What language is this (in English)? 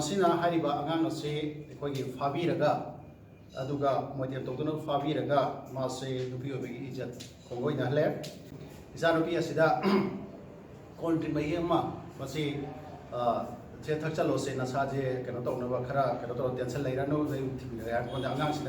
Manipuri